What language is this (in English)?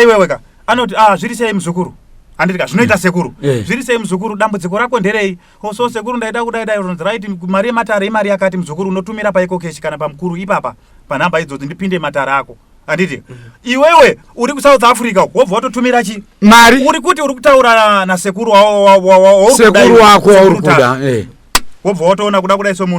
Shona